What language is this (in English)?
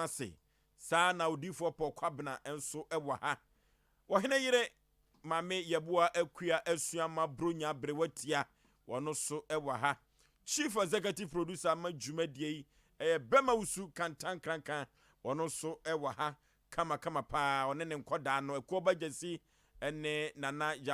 Akan